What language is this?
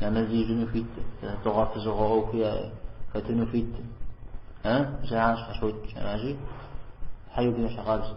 Kabardian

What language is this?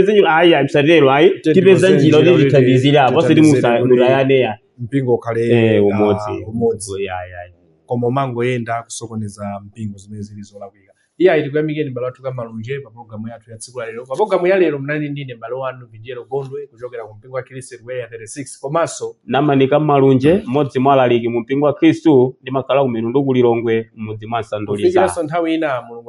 Nyanja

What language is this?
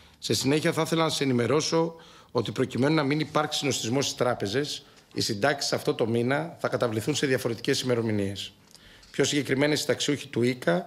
Greek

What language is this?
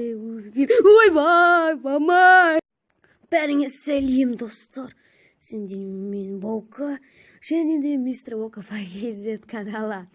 Kazakh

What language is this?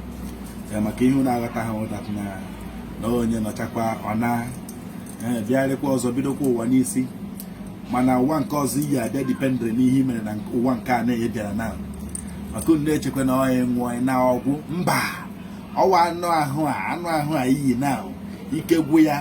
Igbo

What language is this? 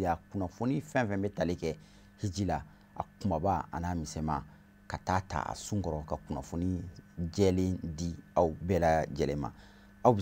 Bambara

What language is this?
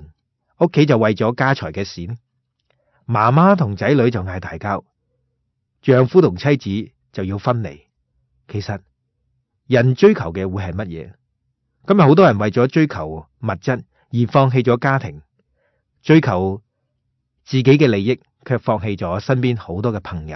Cantonese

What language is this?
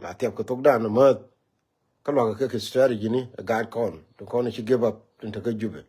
Nuer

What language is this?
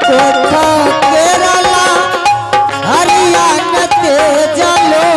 Angika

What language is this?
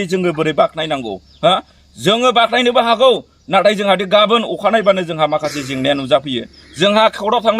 Bodo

